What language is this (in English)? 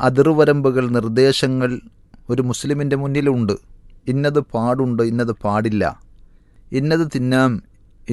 Malayalam